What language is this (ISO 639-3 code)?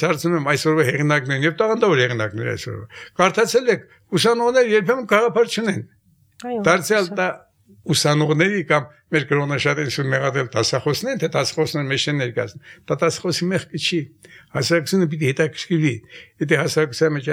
hye